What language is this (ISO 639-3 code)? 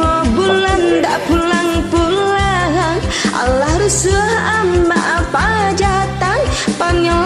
min